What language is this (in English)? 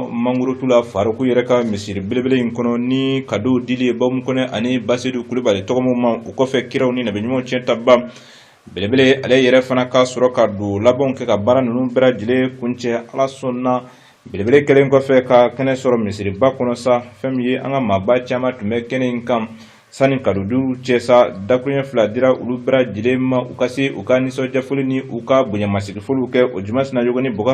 Bambara